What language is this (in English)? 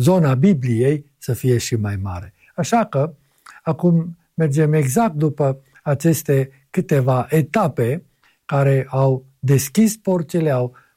Romanian